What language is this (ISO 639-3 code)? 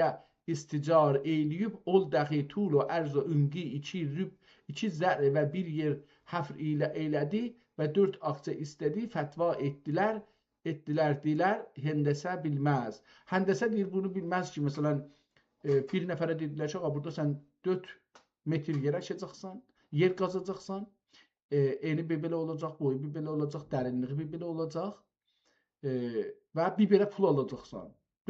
azb